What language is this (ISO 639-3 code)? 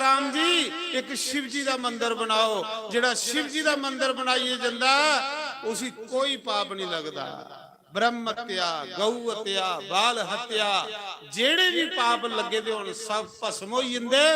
doi